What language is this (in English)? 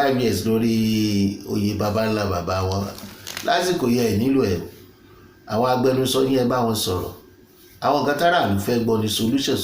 Yoruba